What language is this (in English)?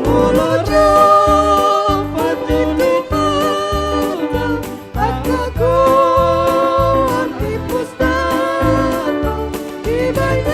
Batak Toba